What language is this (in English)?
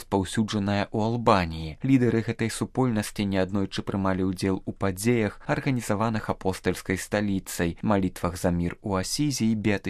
Belarusian